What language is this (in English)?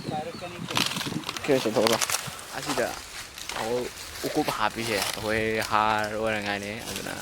Manipuri